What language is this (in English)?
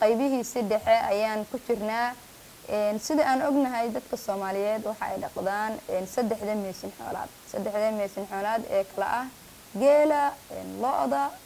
Somali